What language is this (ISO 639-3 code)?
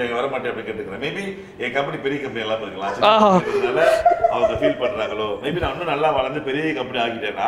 tam